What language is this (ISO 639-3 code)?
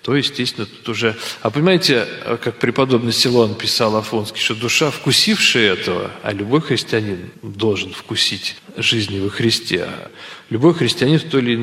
rus